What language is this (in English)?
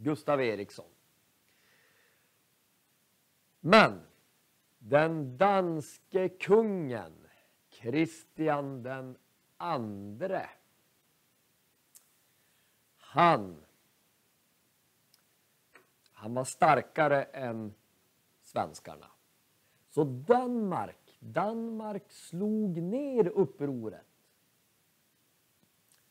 Swedish